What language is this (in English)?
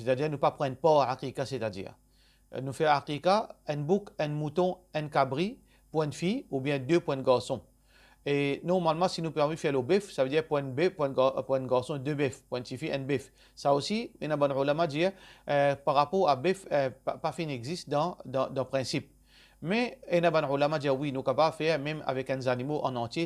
Morisyen